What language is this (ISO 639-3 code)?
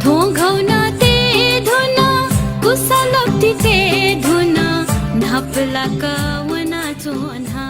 new